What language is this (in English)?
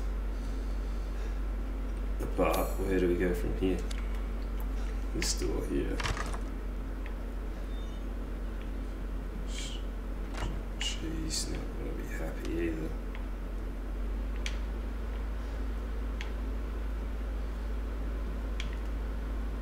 English